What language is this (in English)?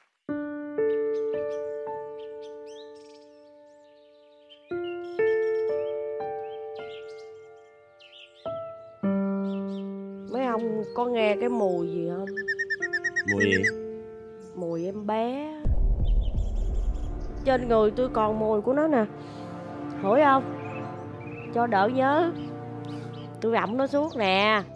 Vietnamese